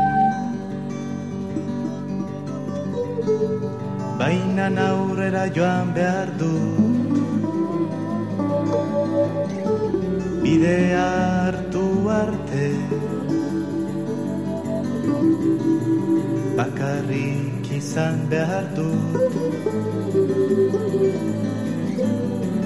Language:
Basque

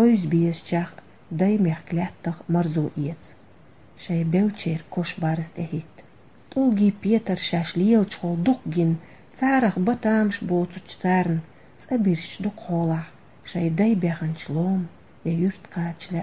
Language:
Chechen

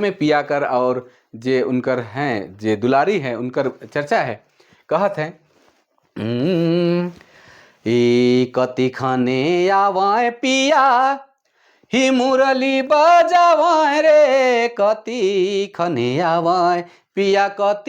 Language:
Sadri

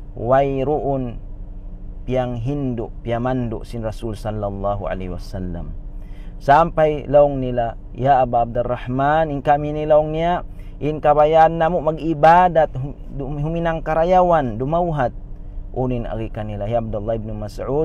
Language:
Tausug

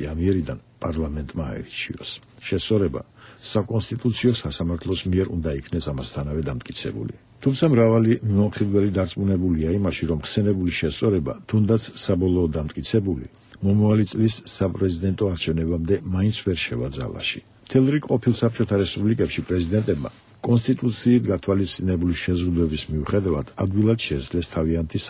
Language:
Georgian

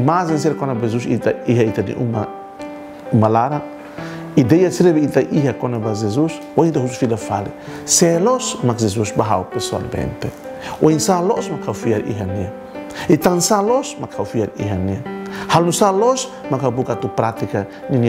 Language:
Tetum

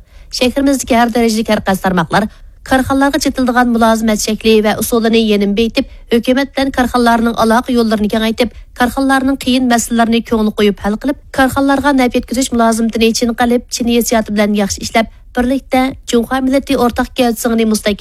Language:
Uyghur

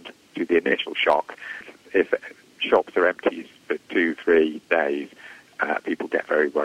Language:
English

